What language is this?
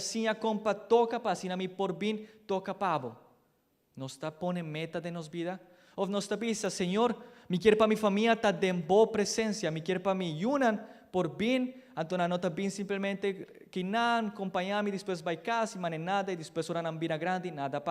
Papiamento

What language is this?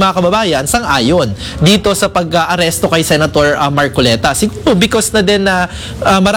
Filipino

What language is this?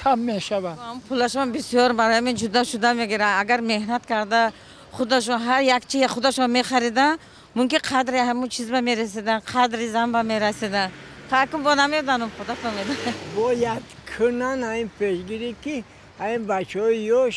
Tajik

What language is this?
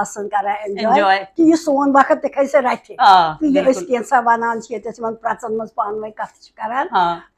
Kashmiri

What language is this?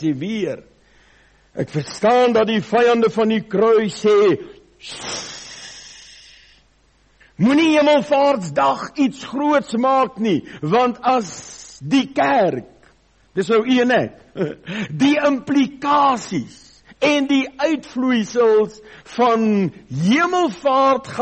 Afrikaans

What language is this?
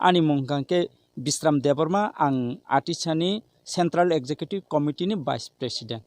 Kok Borok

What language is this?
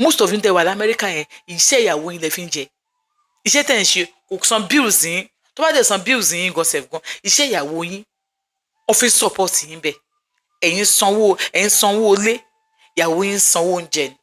Yoruba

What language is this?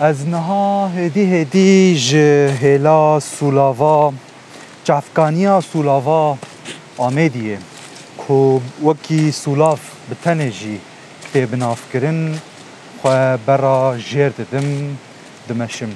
Kurdish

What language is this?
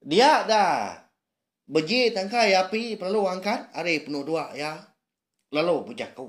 Iban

